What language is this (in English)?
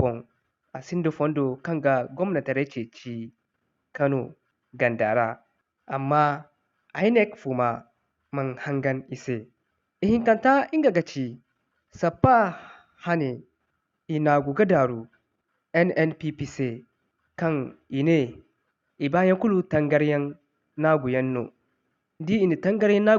Zarma